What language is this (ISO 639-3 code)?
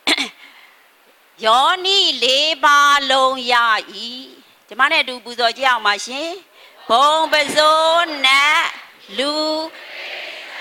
mya